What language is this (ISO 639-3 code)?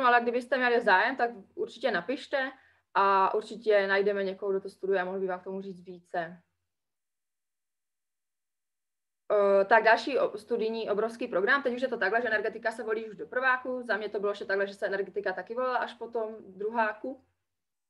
ces